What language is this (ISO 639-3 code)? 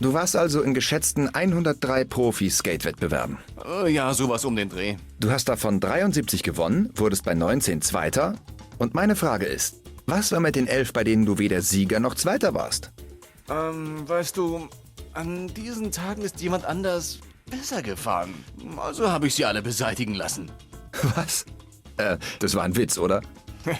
gsw